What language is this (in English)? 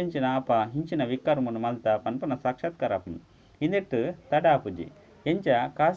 Tulu